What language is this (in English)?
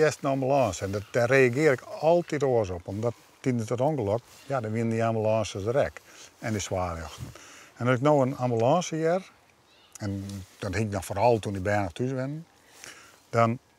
Western Frisian